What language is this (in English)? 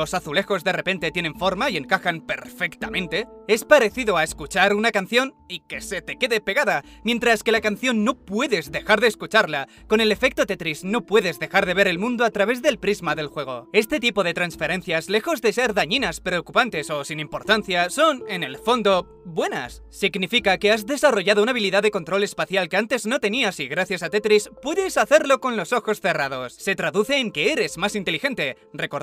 Spanish